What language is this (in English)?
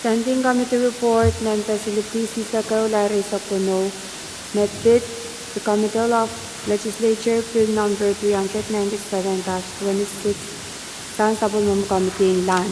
Pohnpeian